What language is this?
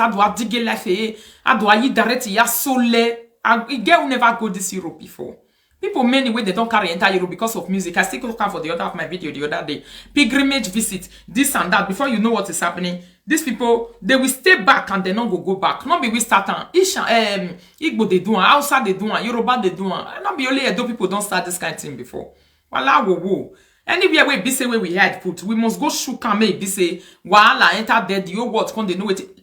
Nigerian Pidgin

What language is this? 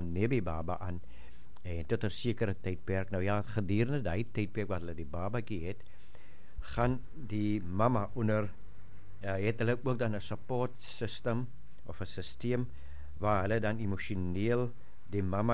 Afrikaans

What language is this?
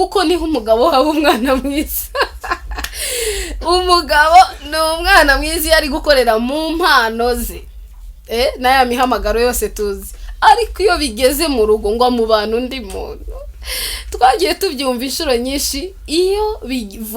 Kinyarwanda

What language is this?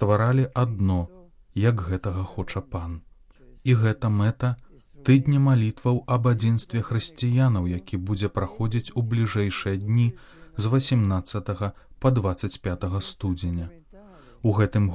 Belarusian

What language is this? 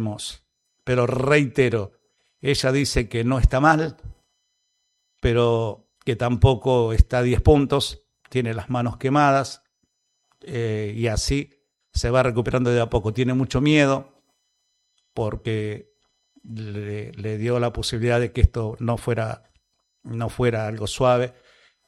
Spanish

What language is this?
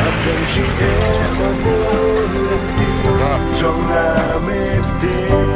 Khasi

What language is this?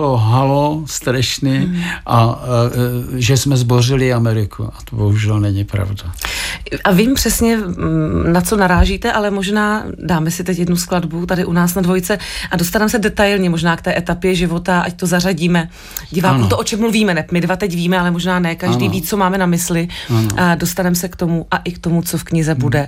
Czech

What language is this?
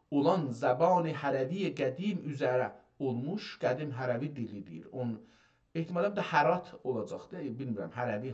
South Azerbaijani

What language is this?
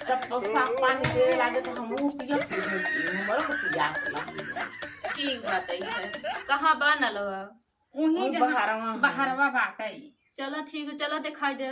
Awadhi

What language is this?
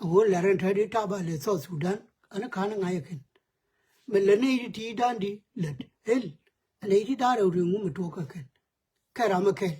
Nuer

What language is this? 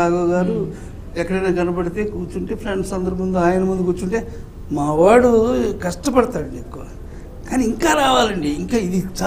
Telugu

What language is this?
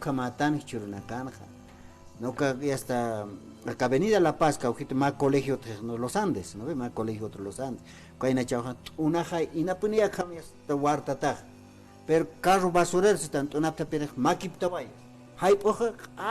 Aymara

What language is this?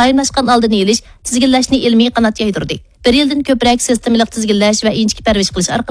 Uyghur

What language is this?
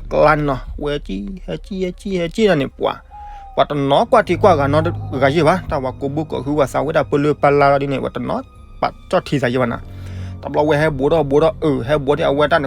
S'gaw Karen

